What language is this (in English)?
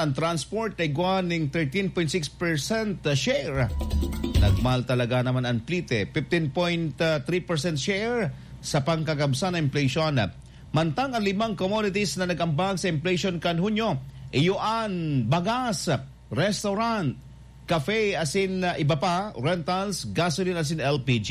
Bikol